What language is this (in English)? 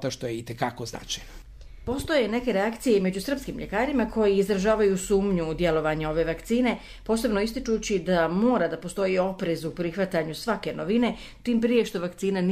Croatian